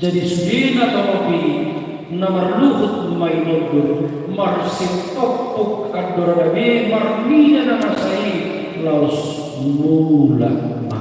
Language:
Batak Toba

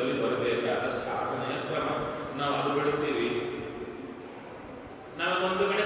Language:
Kannada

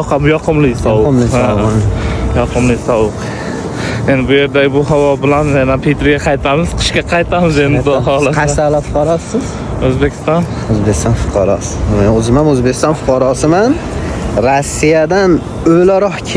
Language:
Uzbek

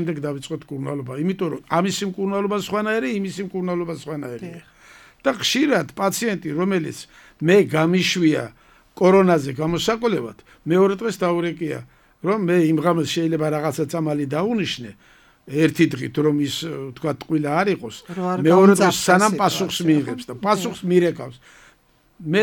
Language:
Georgian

